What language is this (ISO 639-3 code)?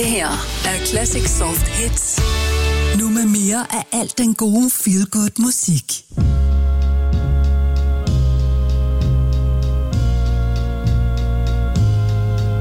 dan